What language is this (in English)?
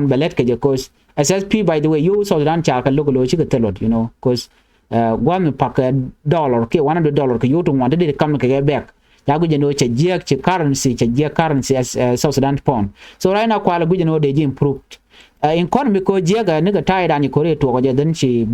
Nuer